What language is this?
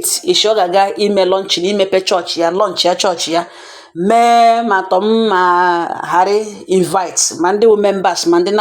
Igbo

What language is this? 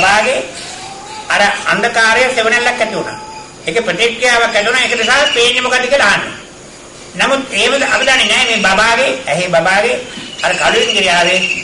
Sinhala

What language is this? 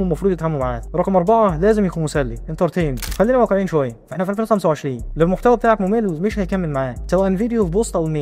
Egyptian Arabic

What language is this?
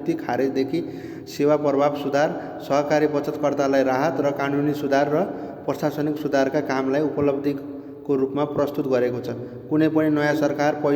Nepali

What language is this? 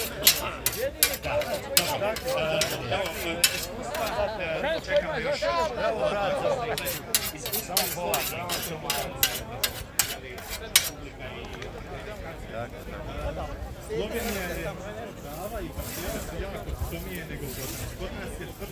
Croatian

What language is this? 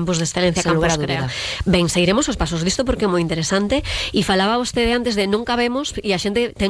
Galician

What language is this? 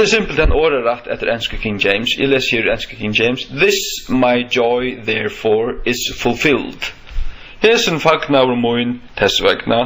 Faroese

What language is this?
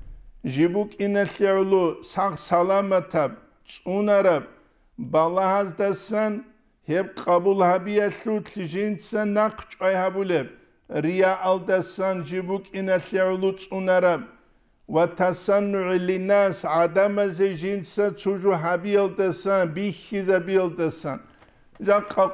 Avaric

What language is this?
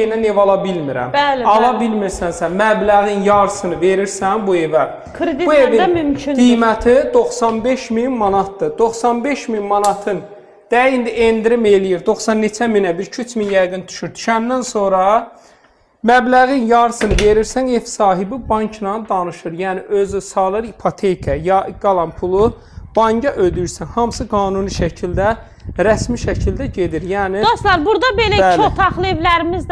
Azerbaijani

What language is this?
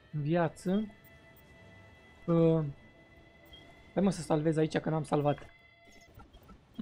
Romanian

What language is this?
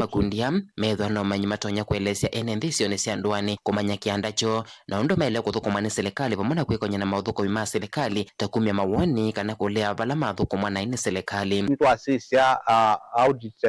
Kamba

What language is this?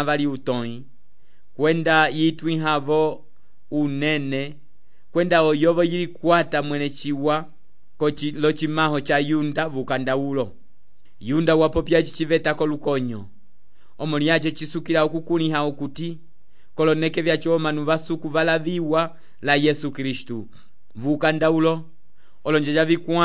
Umbundu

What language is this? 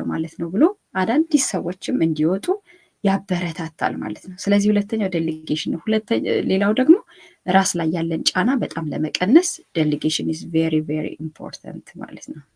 Amharic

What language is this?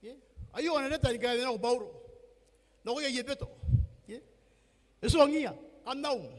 Gilbertese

